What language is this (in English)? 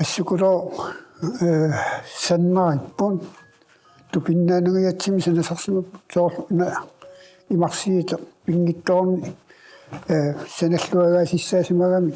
Kalaallisut